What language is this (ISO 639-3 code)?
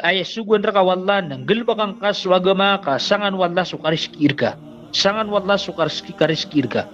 mrw